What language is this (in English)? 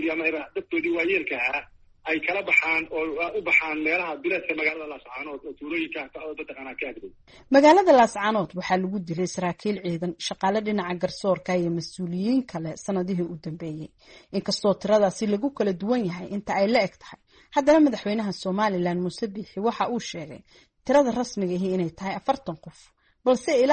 Somali